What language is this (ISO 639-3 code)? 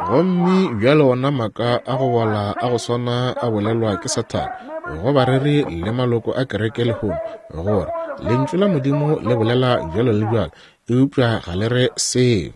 nso